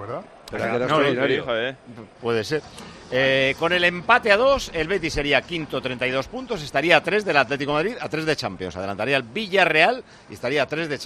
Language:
Spanish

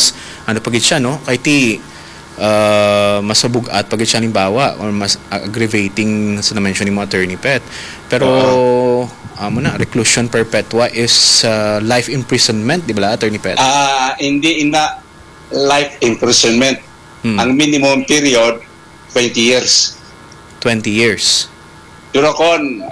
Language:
Hiligaynon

